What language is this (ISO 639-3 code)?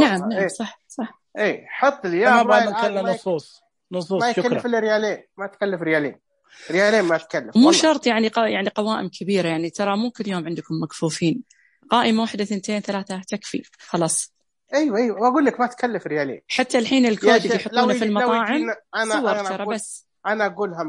ars